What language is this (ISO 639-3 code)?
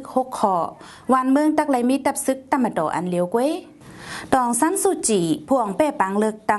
shn